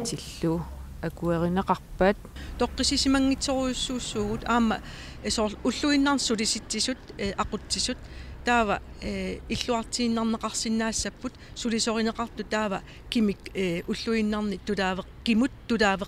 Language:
Kalaallisut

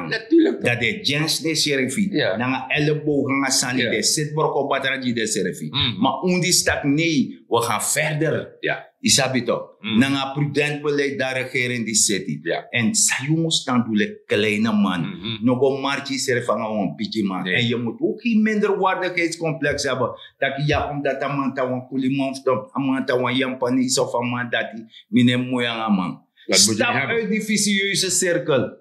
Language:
Sranan Tongo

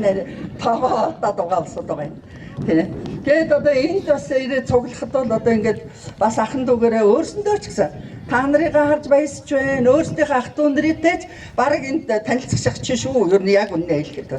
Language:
Mongolian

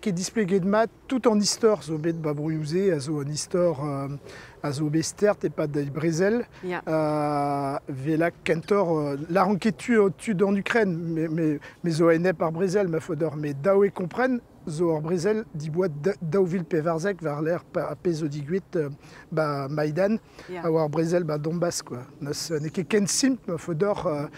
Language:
Breton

